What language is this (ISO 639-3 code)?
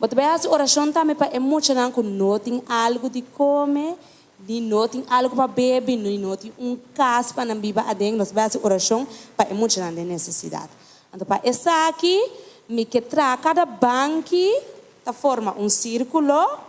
pap